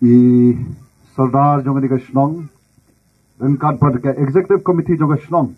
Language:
Khasi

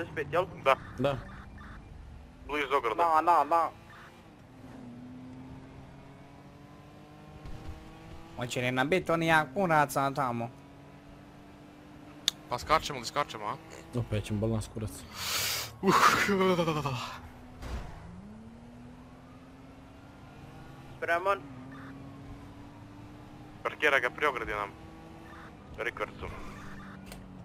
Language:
Croatian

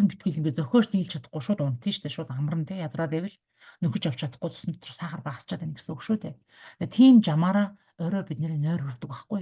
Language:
Mongolian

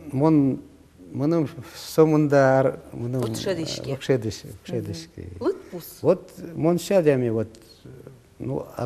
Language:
Udmurt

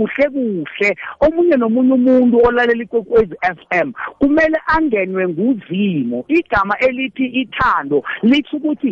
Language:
South Ndebele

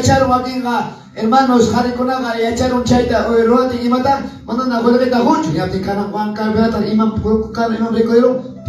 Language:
Quechua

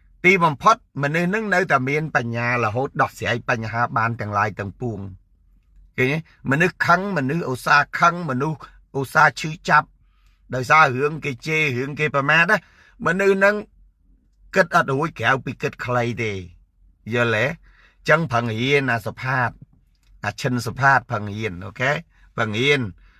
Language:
Khmer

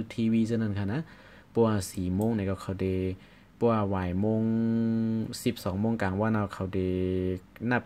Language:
Shan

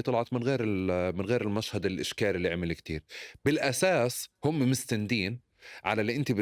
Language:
North Levantine Arabic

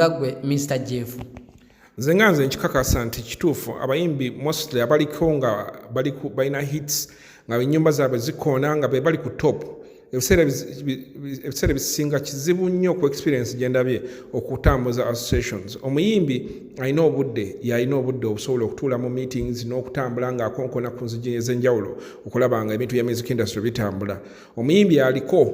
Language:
Ganda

